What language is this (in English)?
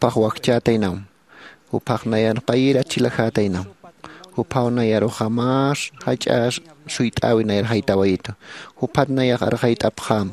Aymara